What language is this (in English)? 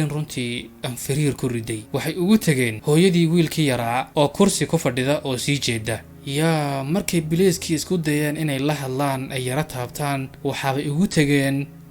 Somali